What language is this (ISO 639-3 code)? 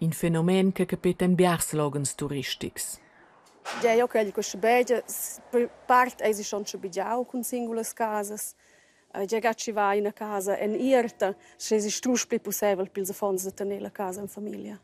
roh